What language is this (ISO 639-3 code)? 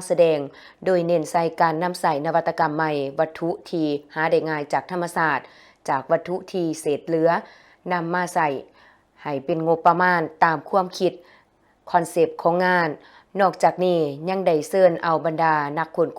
lao